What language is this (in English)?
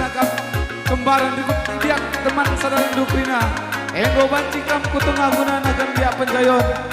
Batak Karo